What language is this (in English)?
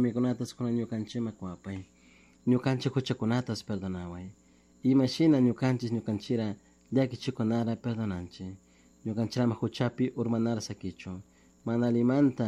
Chimborazo Highland Quichua